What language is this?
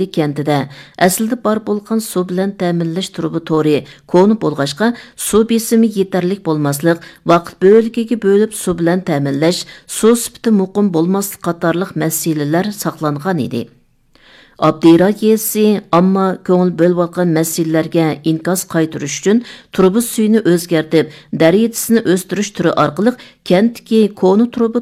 Uyghur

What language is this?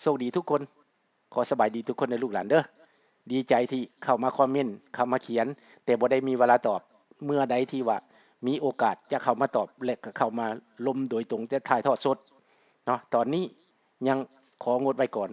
Lao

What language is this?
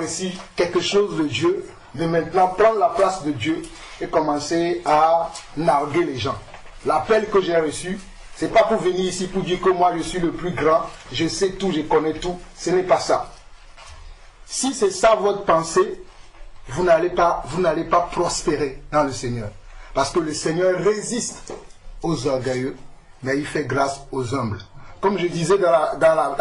French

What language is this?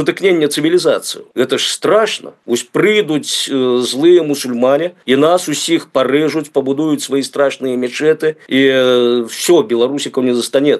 Belarusian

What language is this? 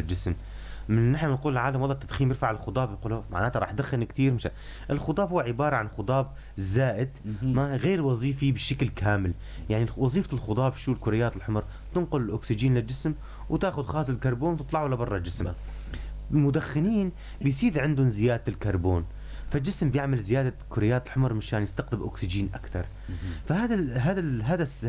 North Levantine Arabic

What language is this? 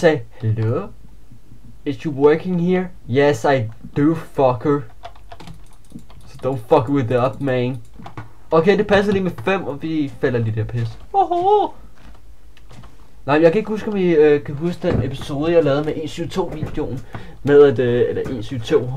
Danish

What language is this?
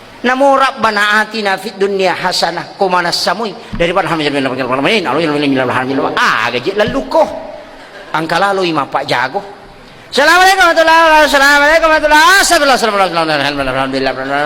Buginese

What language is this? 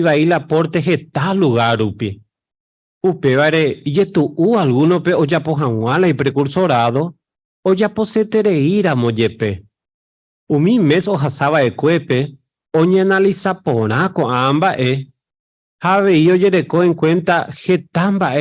Guarani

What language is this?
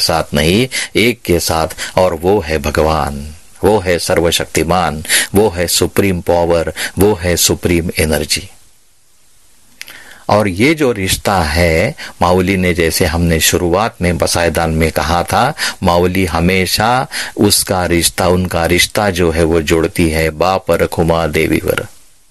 Hindi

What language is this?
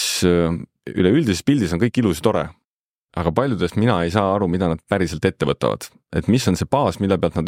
Estonian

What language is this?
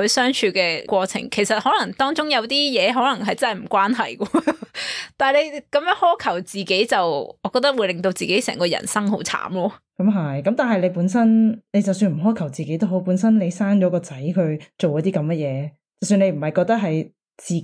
Cantonese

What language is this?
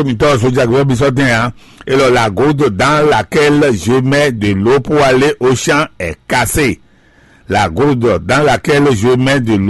Fon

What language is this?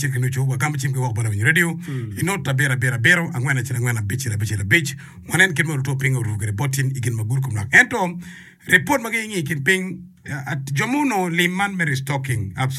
Acoli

